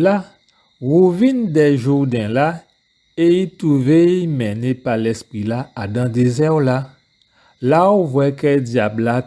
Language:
Guadeloupean Creole French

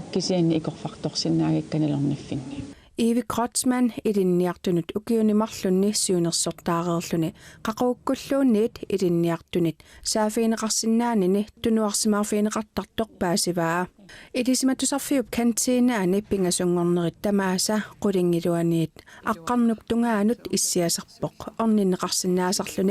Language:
Kalaallisut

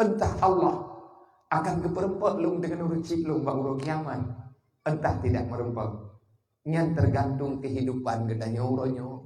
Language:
Achinese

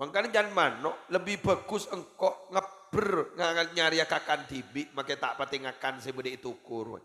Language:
Madurese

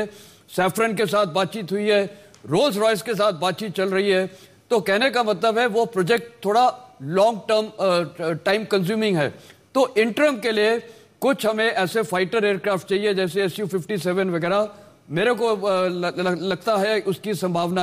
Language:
Hindi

